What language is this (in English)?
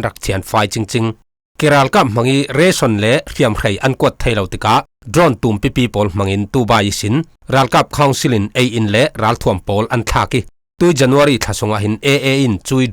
Falam Chin